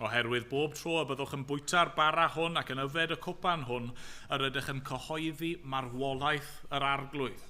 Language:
Welsh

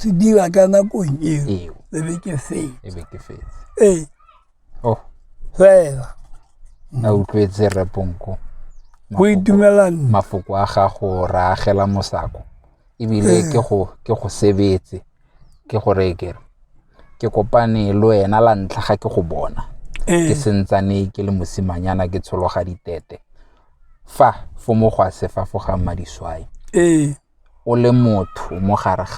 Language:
Tswana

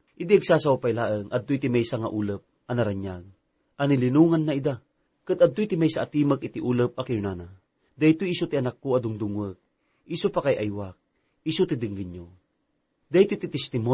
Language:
Iloko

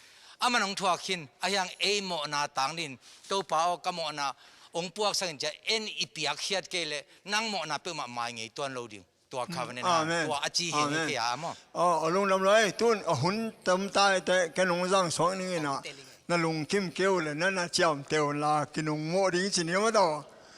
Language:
Tedim Chin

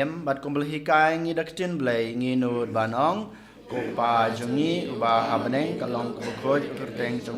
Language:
Khasi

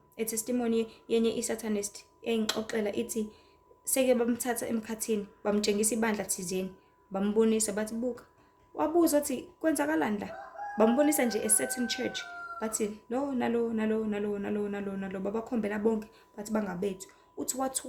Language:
Zulu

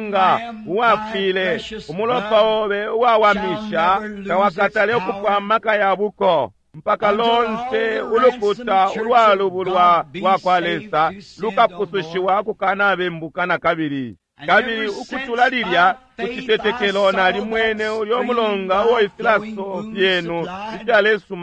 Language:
Bemba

